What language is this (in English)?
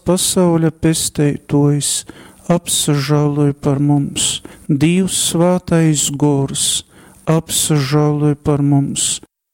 Latgalian